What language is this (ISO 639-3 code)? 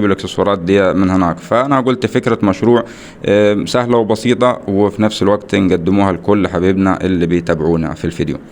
arz